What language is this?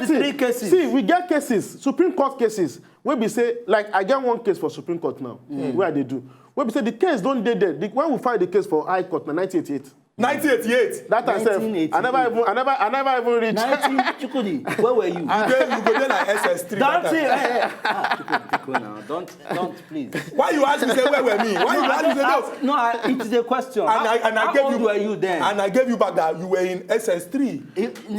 Nigerian Pidgin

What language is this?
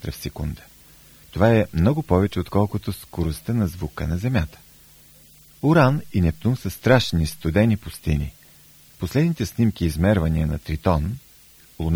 Bulgarian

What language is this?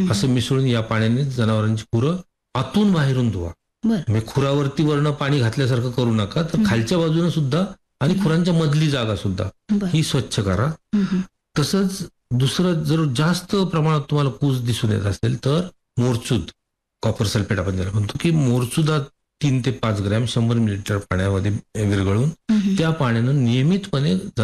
Marathi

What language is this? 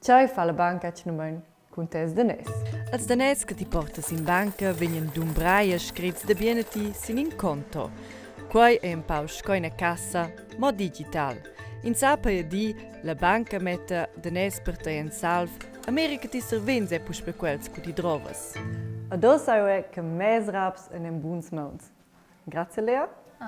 Romansh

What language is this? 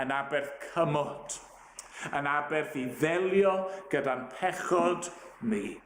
Welsh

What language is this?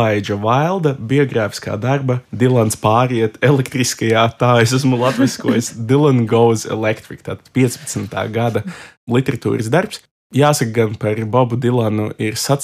Latvian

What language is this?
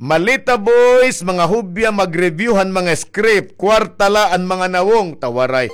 Waray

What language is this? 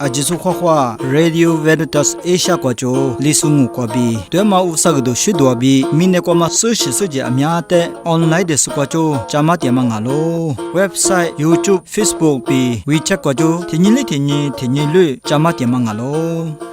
Lisu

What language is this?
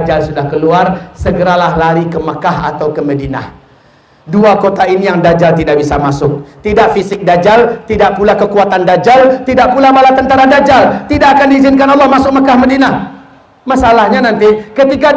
Indonesian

